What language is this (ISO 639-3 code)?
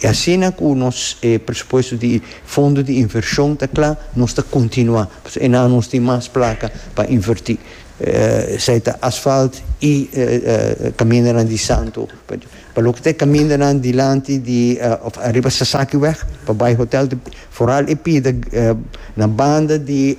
pap